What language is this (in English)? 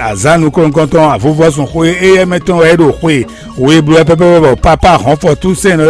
Fon